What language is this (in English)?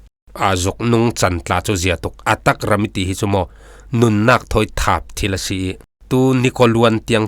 Falam Chin